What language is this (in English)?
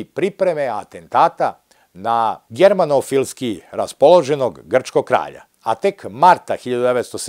Serbian